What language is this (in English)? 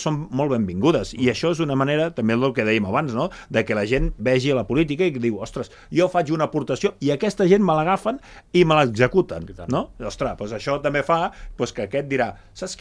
Catalan